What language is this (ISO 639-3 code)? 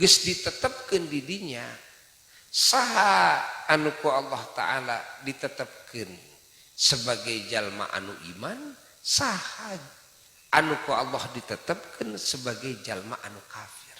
sun